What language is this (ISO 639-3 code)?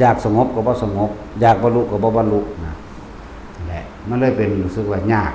tts